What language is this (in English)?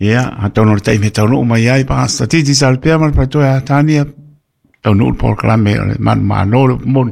Samoan